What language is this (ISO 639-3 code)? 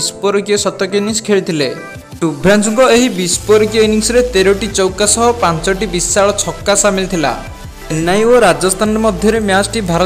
ori